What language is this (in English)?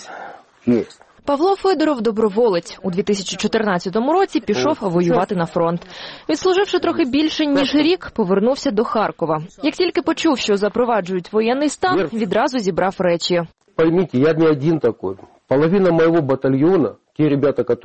Ukrainian